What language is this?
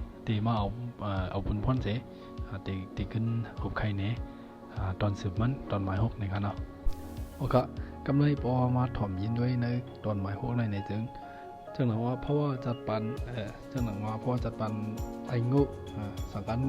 Shan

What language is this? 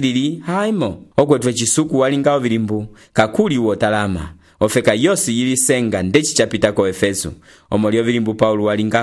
Umbundu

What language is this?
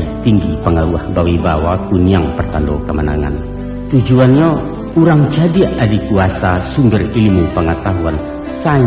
Minangkabau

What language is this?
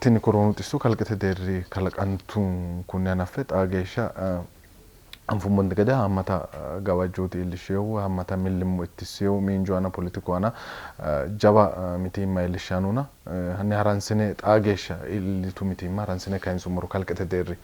Sidamo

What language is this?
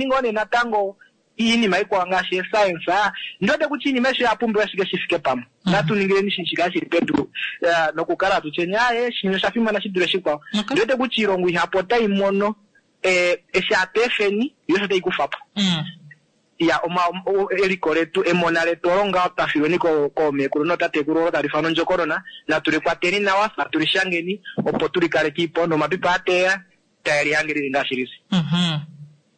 Kuanyama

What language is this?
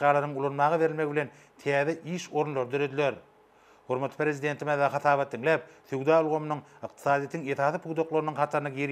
Turkmen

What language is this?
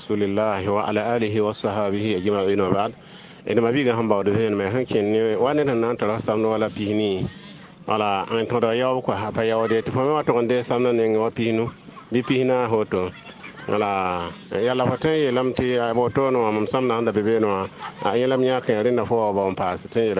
Mossi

